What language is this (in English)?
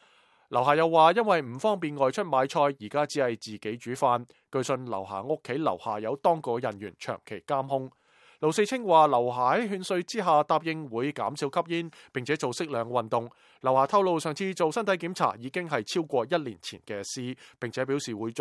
Cantonese